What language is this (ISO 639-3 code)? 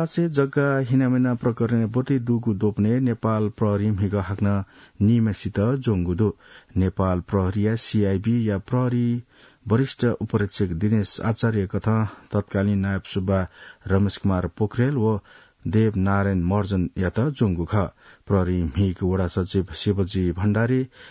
new